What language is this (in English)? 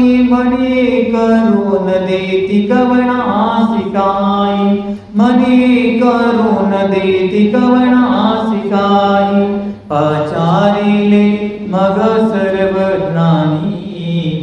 Marathi